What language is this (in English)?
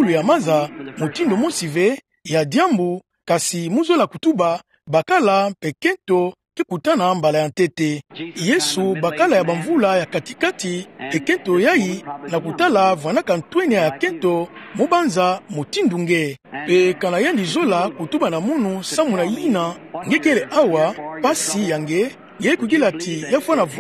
Kituba (Democratic Republic of Congo)